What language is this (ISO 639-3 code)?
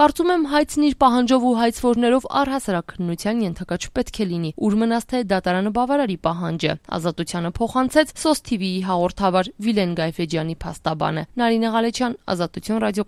hye